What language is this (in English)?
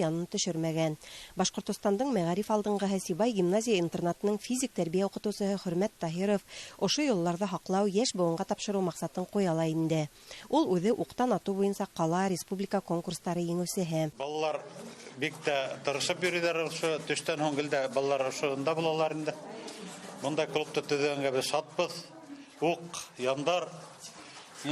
Bashkir